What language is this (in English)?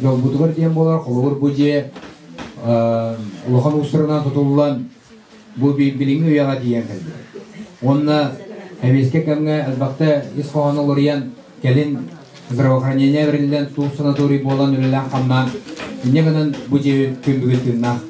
Yakut